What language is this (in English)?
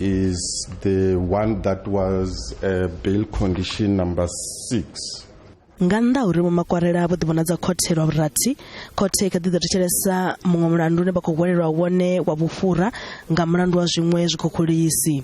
Venda